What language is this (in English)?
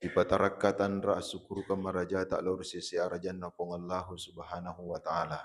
Buginese